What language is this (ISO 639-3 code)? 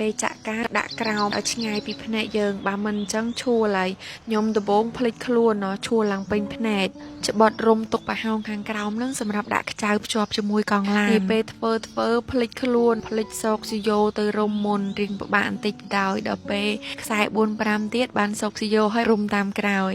khm